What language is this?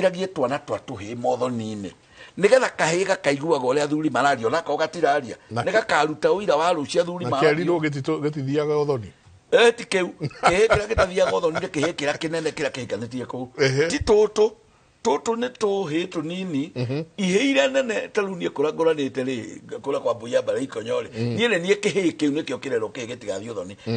Kikuyu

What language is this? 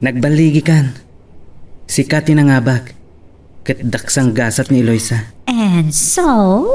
Iloko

